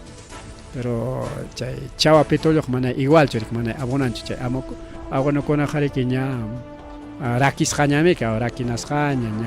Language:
Ayacucho Quechua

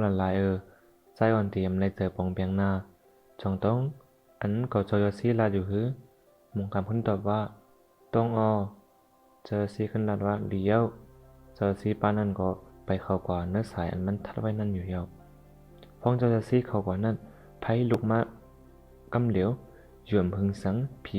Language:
Shan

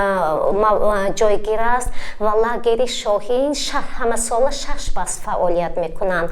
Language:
Tajik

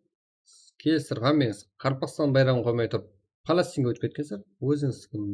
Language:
Kara-Kalpak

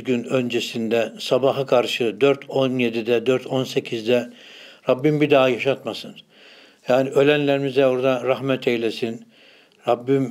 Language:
Turkish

